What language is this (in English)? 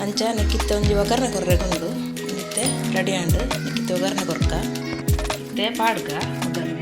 Tulu